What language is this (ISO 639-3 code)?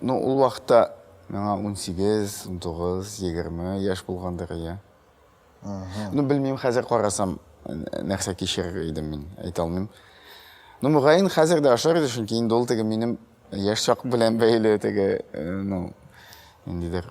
tat